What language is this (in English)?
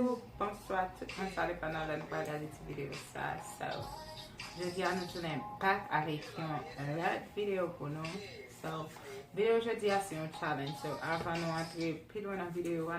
Haitian Creole